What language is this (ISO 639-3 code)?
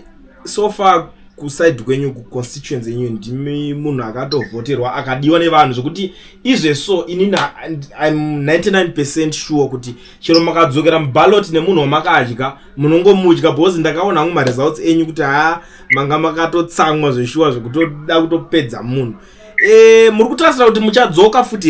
sna